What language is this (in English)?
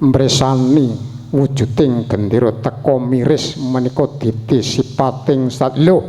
Javanese